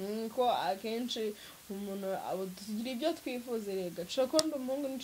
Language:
Kinyarwanda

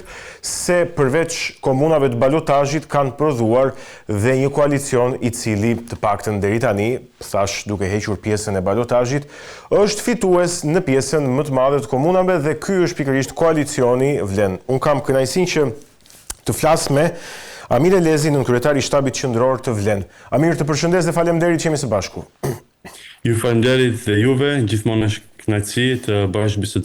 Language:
Albanian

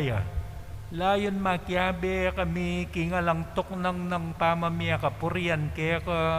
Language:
Pampanga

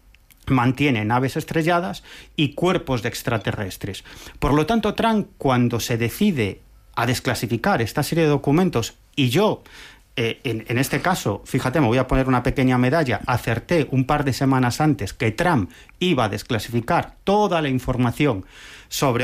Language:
Spanish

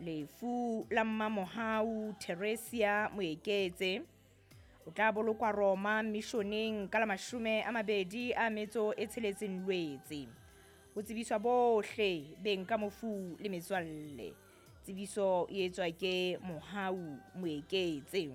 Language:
Southern Sotho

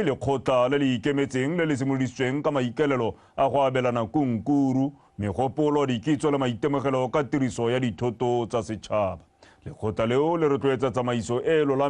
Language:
Tswana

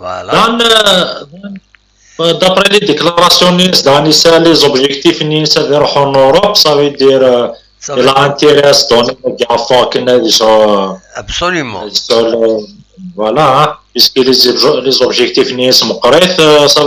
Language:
Kabyle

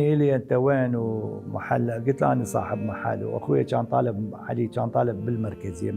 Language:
Mesopotamian Arabic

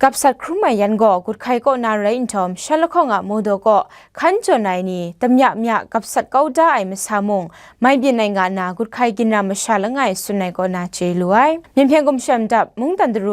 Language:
Kachin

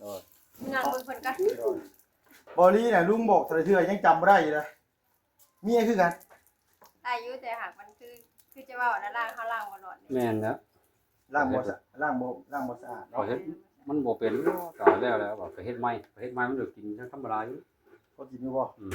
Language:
Northeastern Thai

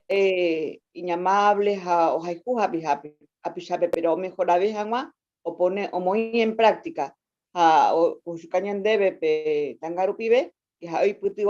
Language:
Guarani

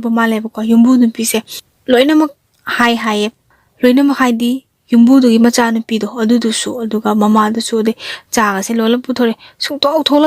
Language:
Manipuri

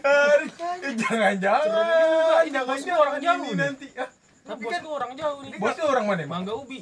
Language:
Betawi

